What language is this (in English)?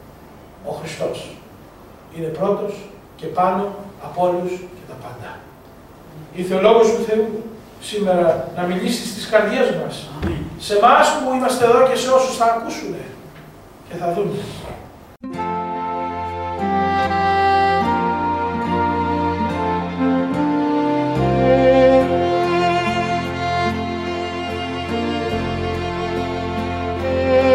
Greek